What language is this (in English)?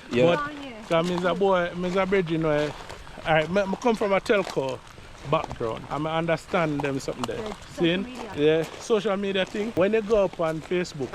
Jamaican Creole English